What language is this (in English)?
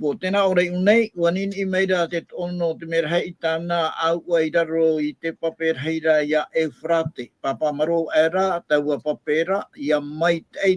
Tahitian